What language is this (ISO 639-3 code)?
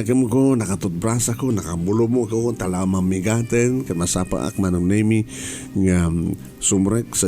ilo